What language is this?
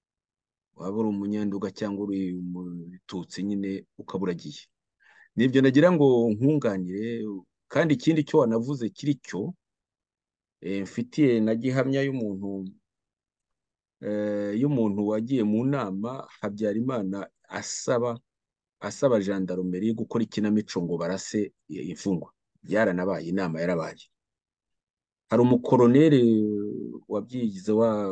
Kinyarwanda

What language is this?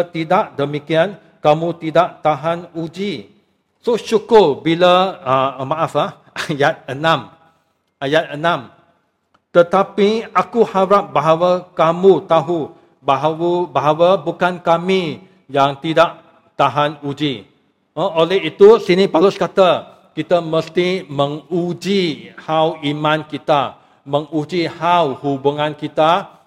Malay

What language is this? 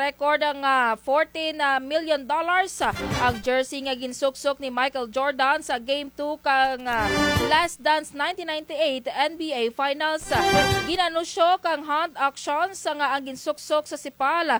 Kinaray-a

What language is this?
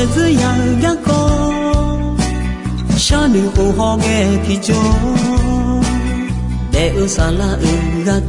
Akha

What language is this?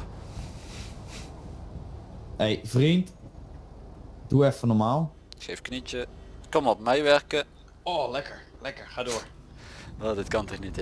Dutch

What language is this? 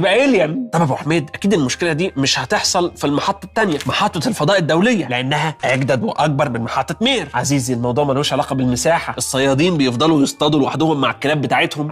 Egyptian Arabic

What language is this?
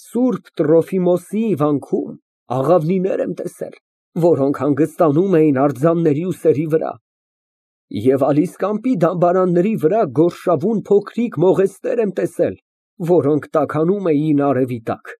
Armenian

